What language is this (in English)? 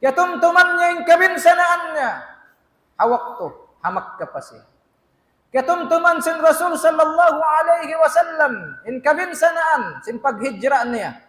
Tausug